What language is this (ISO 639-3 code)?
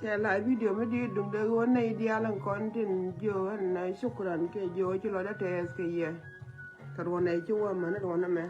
nus